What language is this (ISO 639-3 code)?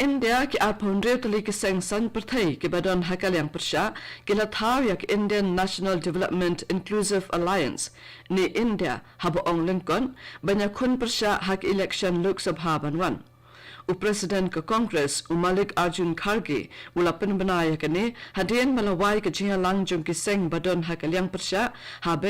kha